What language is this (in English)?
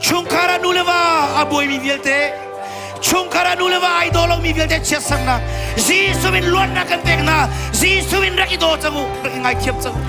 Hakha Chin